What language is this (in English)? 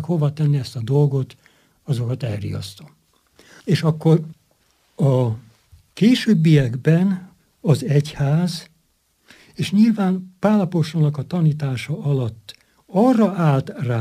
Hungarian